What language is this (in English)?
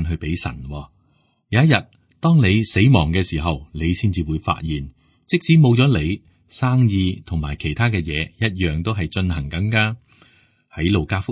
Cantonese